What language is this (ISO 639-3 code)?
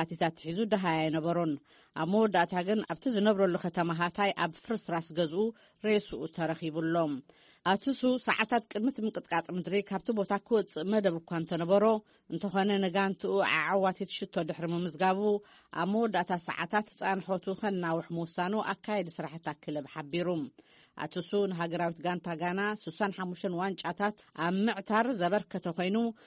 tir